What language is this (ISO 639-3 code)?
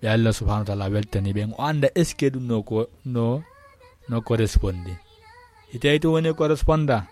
ful